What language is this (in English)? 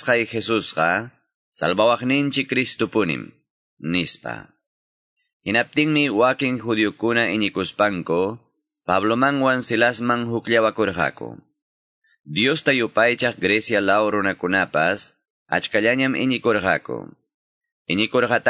Quechua